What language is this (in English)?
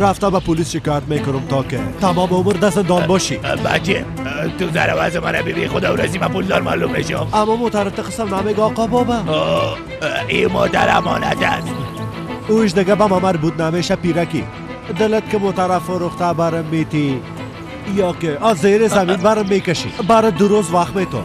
Persian